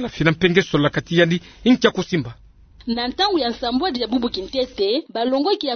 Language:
Kituba (Democratic Republic of Congo)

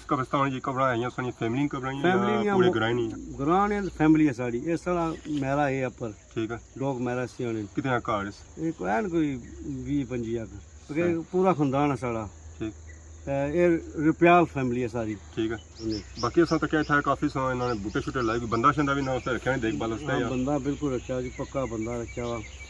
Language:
Pahari-Potwari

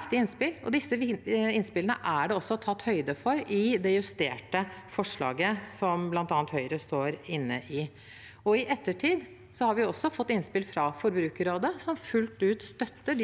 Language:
Norwegian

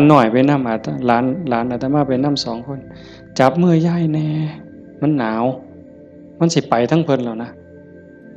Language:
Northeastern Thai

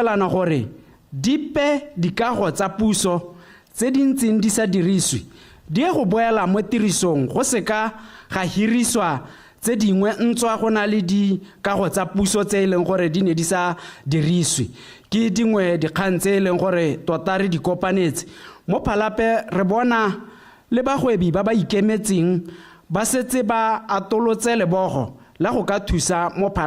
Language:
Tswana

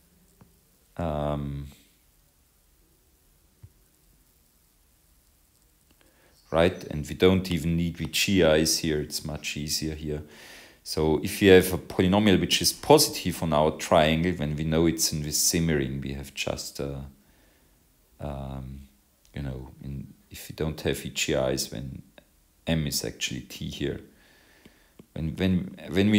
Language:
English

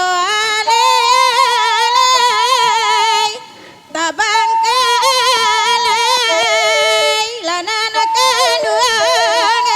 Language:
Minangkabau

